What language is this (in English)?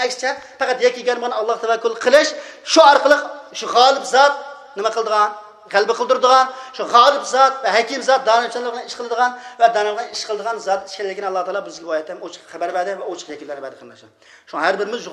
Uyghur